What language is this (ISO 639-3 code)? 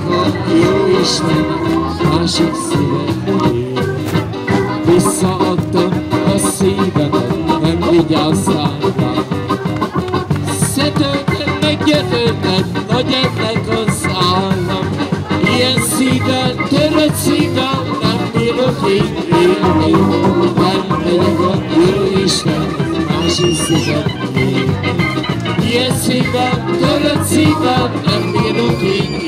hun